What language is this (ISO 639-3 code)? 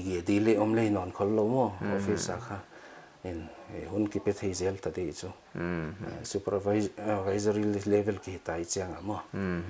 pck